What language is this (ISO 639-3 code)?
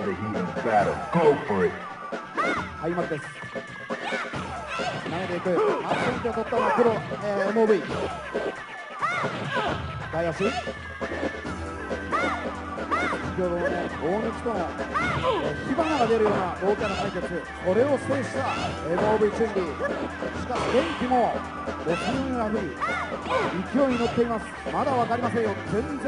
jpn